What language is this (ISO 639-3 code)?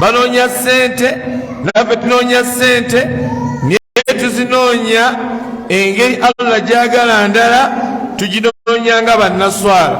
lug